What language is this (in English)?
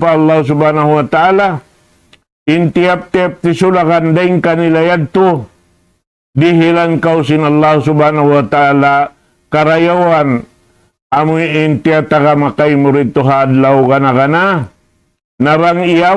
Tausug